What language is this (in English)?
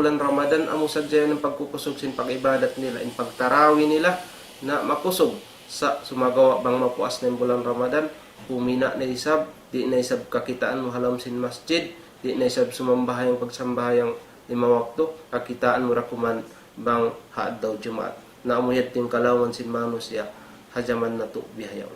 Tausug